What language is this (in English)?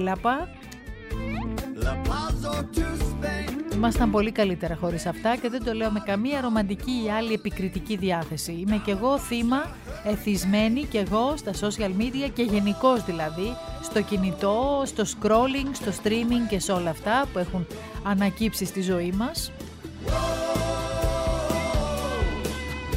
Greek